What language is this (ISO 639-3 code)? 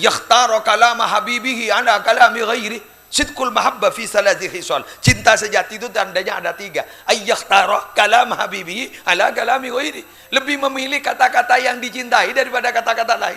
mad